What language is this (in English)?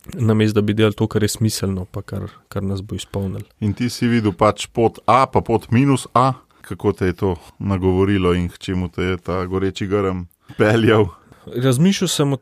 Slovenian